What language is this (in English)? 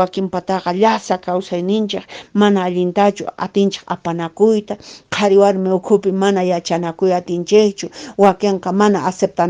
Quechua